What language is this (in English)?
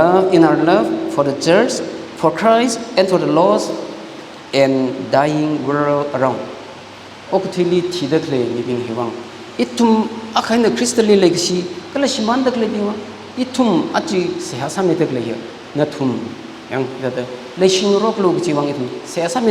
Tangkhul Naga (India)